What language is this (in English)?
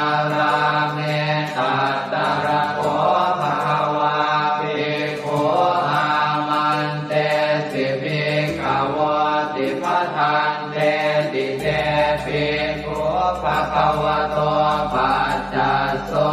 Pali